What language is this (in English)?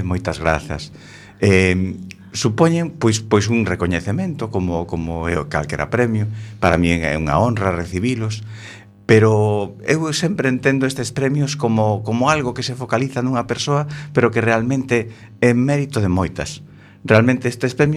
Galician